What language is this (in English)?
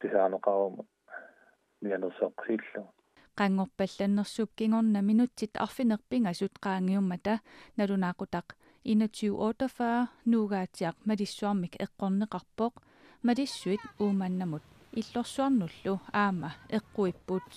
Kalaallisut